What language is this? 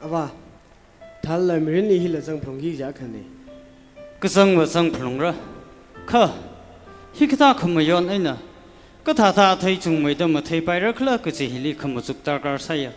Tangkhul Naga (India)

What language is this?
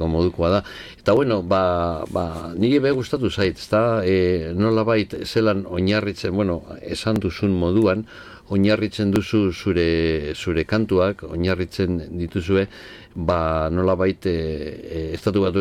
Basque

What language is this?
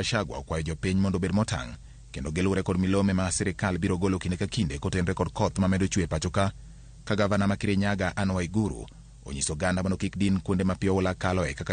Luo (Kenya and Tanzania)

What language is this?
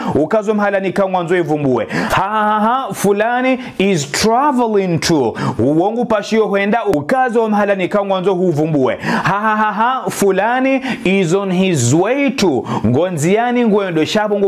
Ngazidja Comorian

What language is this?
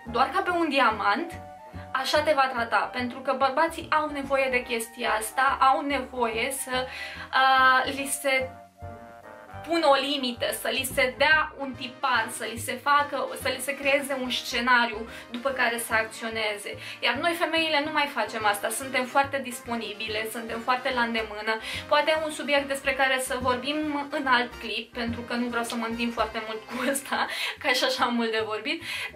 Romanian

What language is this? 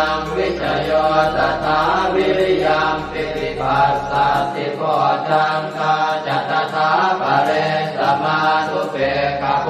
Pali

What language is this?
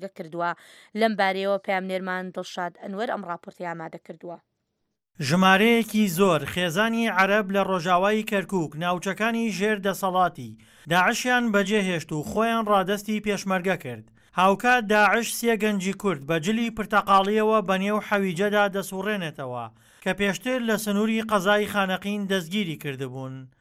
Central Kurdish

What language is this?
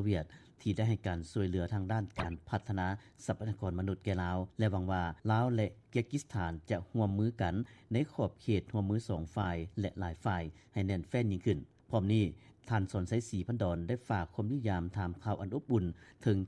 Lao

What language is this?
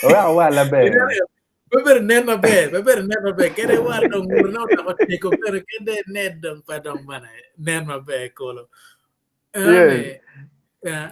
Acoli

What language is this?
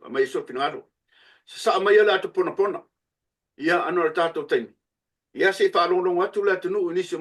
Samoan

